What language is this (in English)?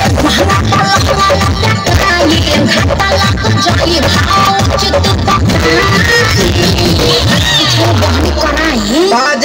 Bhojpuri